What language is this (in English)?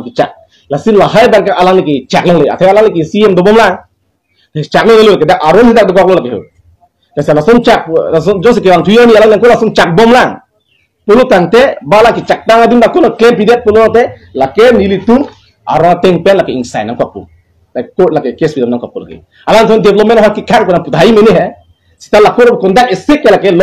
Karbi